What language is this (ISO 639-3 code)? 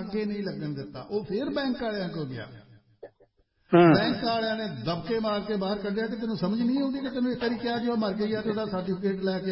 pan